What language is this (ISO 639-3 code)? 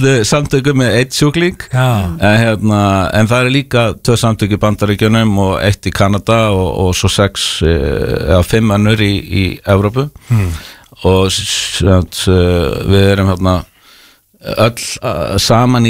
isl